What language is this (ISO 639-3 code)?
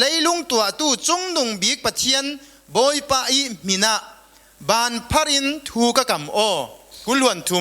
cfm